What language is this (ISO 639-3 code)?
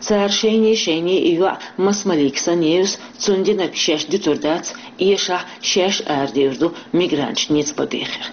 che